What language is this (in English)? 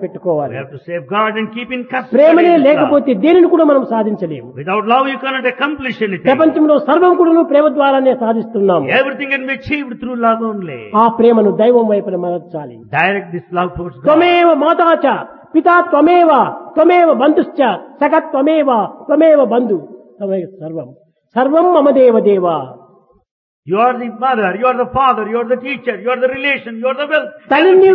Telugu